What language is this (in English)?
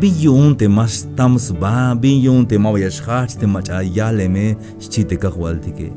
Tzeltal